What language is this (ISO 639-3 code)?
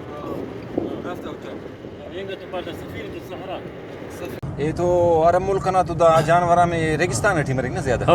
brh